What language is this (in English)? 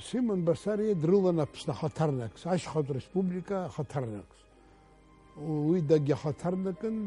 Abkhazian